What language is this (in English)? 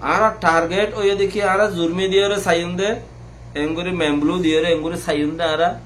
Rohingya